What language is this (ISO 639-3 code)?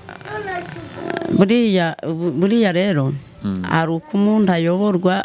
kin